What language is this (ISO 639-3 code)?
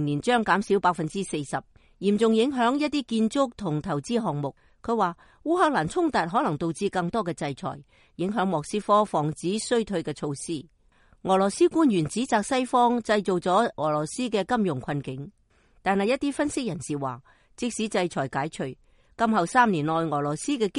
yue